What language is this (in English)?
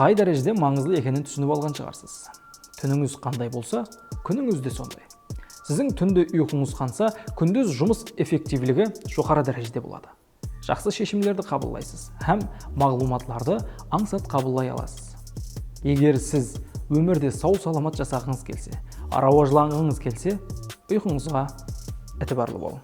Kara-Kalpak